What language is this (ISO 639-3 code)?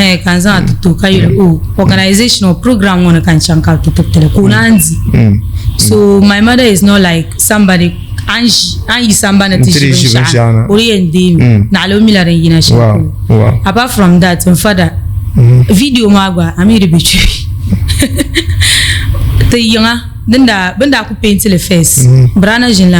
dag